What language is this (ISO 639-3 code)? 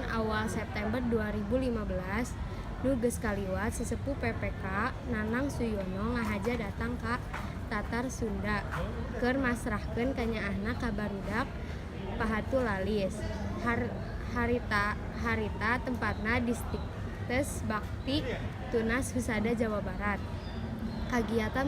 sun